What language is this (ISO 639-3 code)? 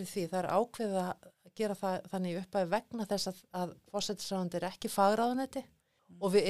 isl